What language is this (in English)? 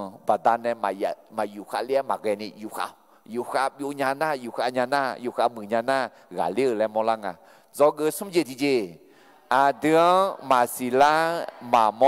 Akha